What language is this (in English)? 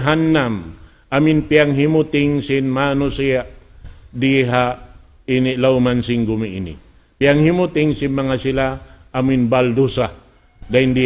Tausug